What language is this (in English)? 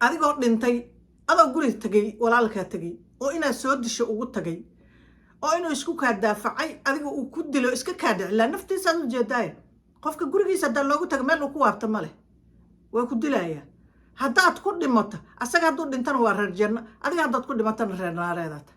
Somali